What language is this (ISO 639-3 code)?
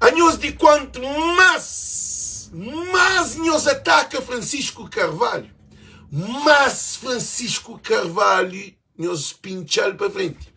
kea